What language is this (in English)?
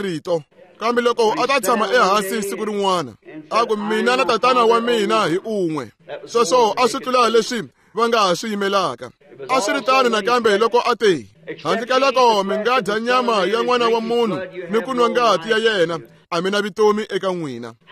Tsonga